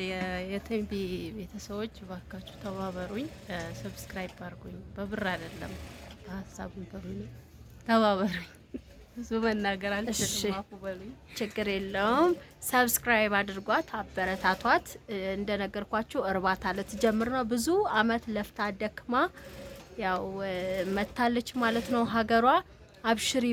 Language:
Amharic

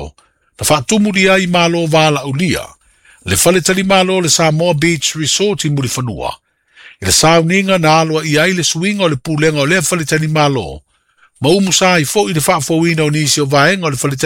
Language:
Samoan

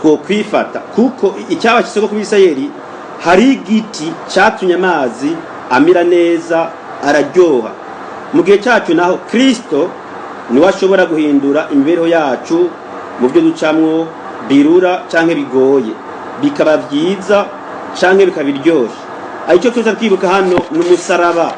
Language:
Rundi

